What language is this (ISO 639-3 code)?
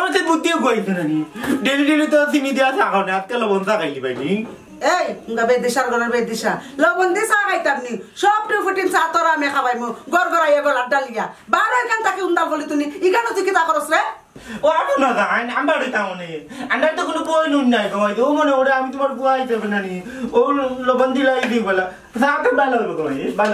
syl